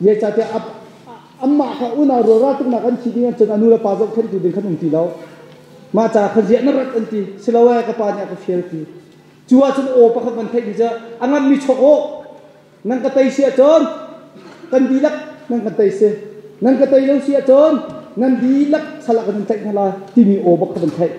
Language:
Hakha Chin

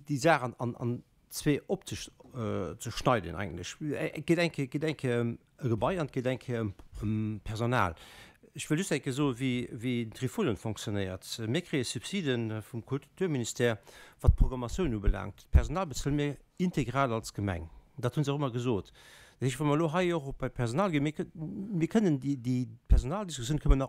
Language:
Luxembourgish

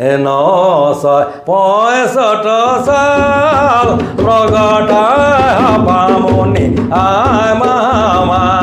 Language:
Sadri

